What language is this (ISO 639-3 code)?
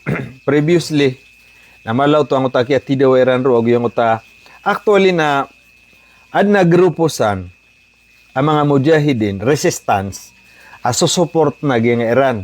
mrw